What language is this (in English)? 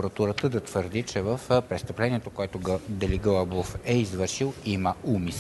Bulgarian